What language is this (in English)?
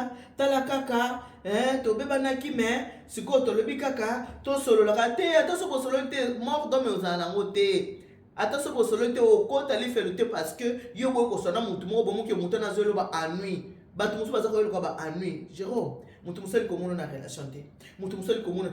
Lingala